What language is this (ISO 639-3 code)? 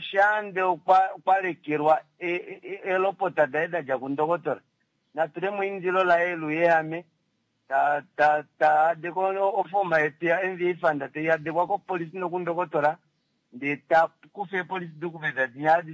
kua